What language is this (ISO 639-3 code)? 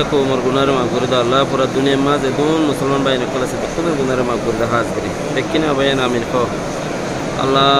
rhg